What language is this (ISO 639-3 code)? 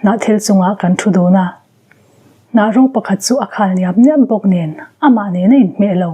lus